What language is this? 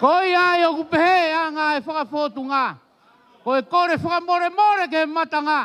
Tongan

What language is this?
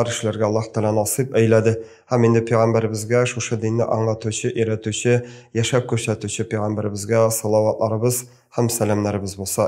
Tatar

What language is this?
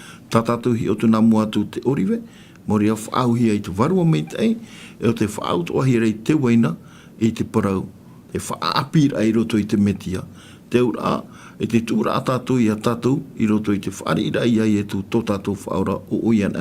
Tahitian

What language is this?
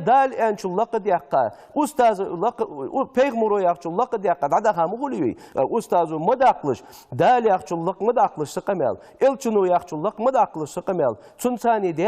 Ingush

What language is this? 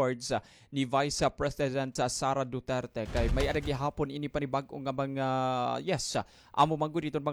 Waray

